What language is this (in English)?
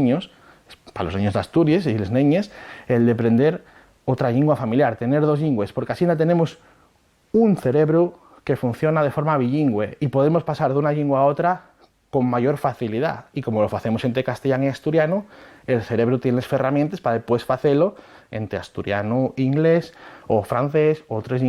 Asturian